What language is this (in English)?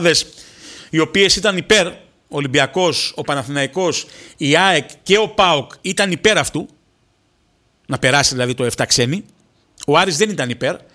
Greek